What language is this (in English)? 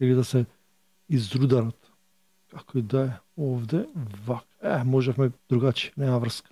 Macedonian